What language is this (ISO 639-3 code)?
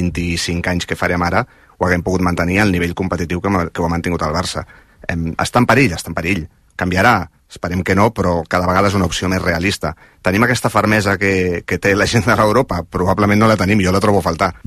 cat